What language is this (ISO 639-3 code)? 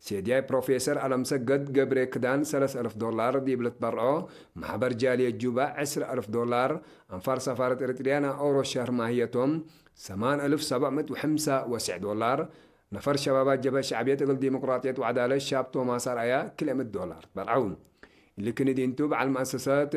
tig